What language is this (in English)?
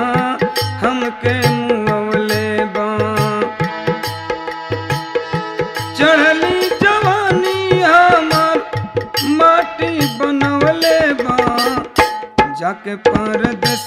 Bhojpuri